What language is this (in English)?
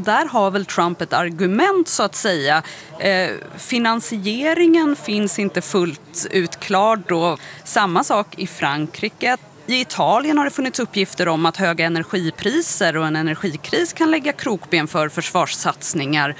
Swedish